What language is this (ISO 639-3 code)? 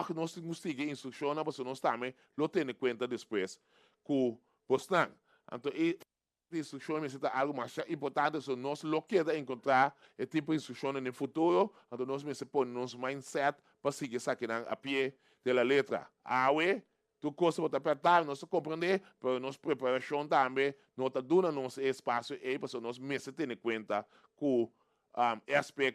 pap